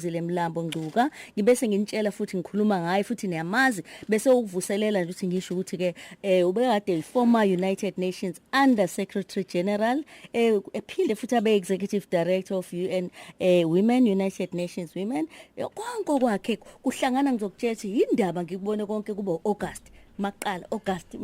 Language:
Zulu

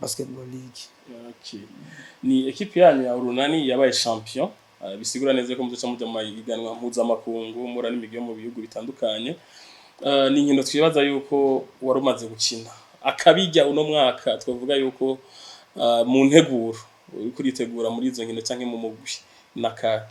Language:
Rundi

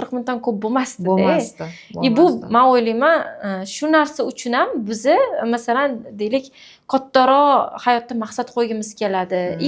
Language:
Uzbek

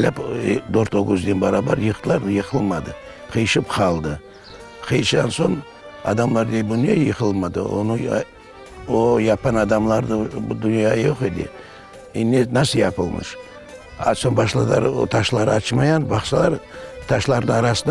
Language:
Crimean Tatar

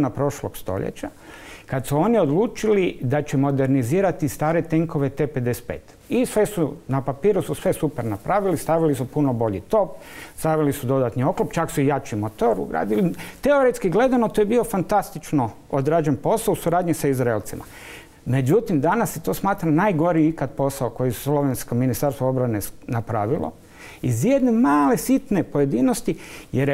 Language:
Croatian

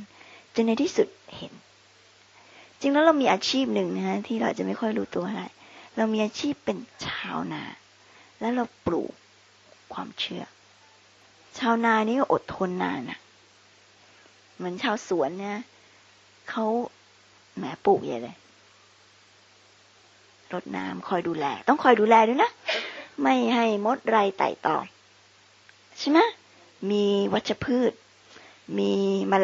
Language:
Thai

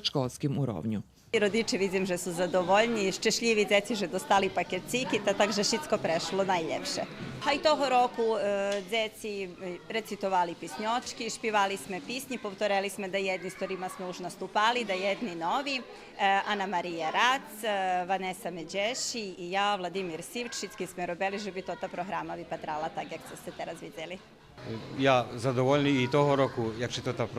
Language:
Rusyn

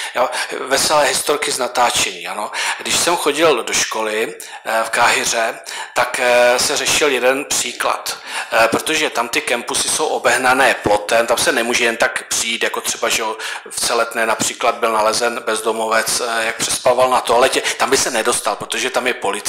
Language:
Czech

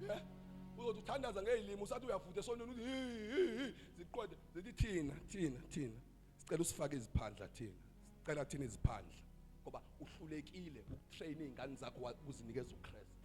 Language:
Zulu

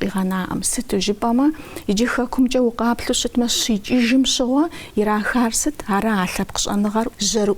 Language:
Kabardian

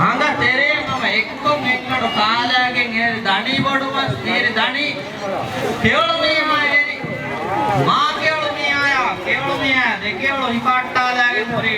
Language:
Divehi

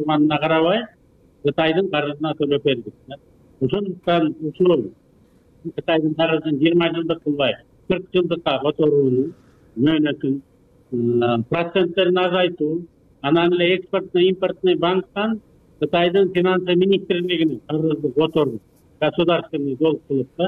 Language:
Kyrgyz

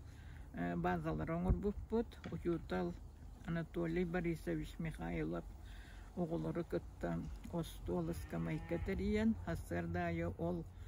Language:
Yakut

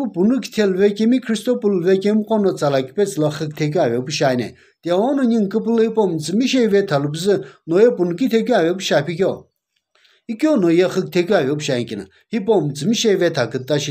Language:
Sumi Naga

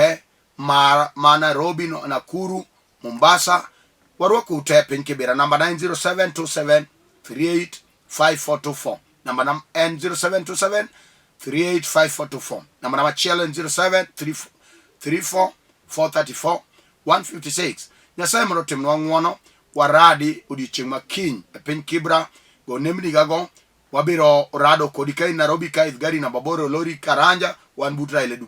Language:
Luo (Kenya and Tanzania)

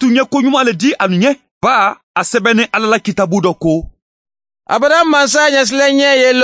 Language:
Mandingo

